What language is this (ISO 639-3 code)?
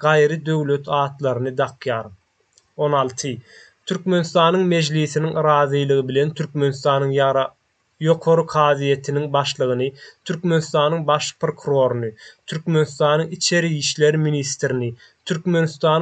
tuk